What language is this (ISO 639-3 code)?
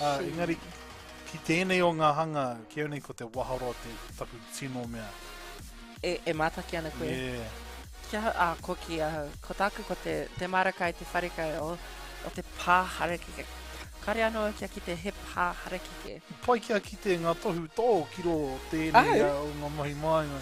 mri